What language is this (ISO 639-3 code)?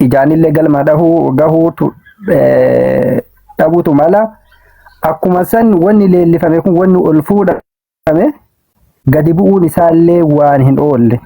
orm